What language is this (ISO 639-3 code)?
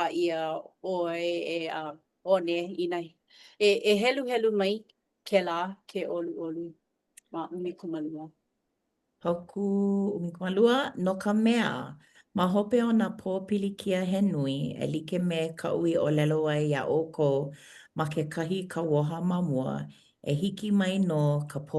haw